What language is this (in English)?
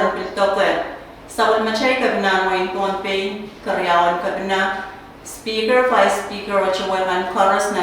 Pohnpeian